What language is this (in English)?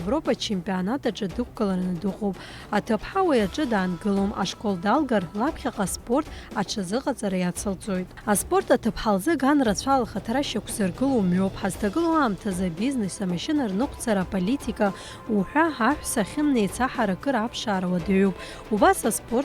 Abkhazian